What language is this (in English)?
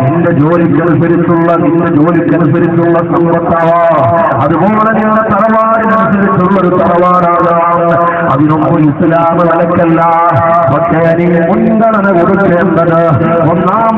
Malayalam